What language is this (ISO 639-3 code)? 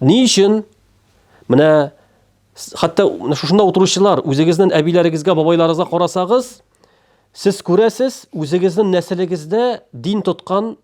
tat